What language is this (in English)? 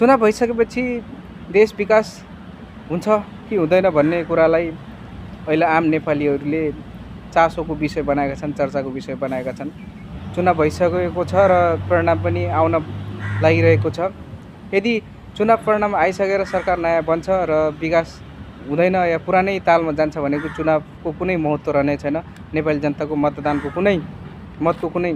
Nepali